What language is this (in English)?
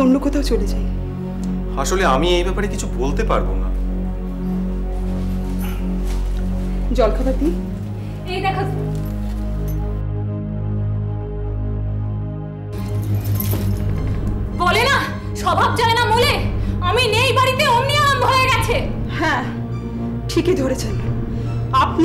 Bangla